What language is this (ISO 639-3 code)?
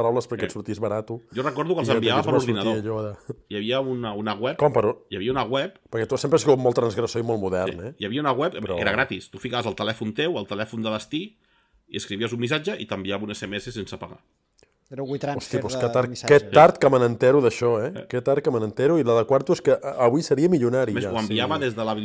cat